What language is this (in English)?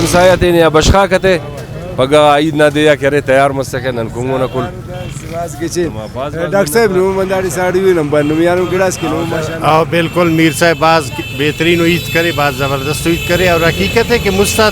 Brahui